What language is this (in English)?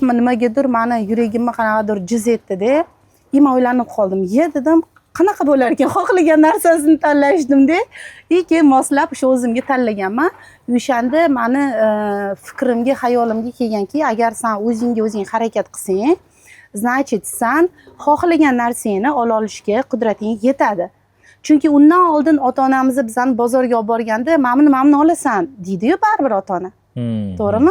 Uzbek